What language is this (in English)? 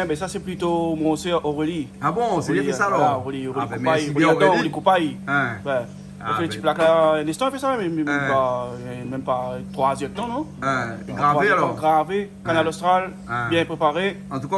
Réunion Creole French